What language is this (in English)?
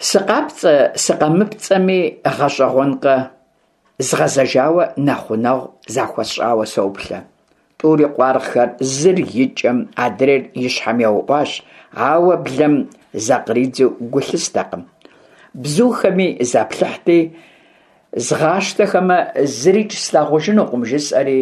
Kabardian